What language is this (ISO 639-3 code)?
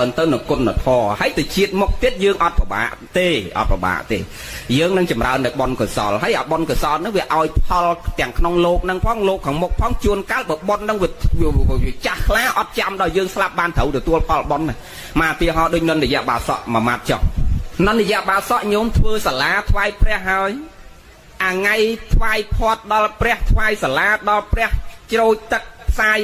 khm